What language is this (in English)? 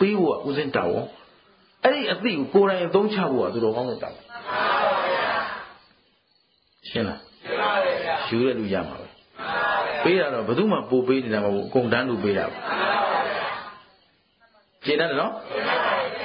Burmese